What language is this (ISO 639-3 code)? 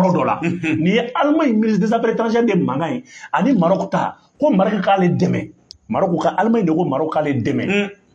bam